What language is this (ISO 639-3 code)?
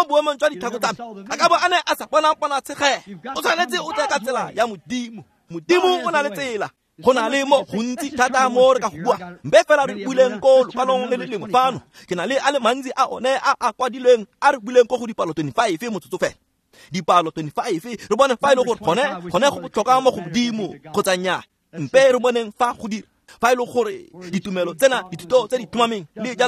tsn